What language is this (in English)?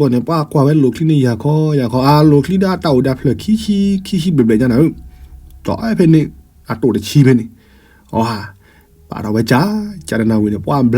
S'gaw Karen